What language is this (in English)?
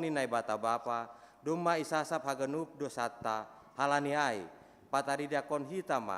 Batak Simalungun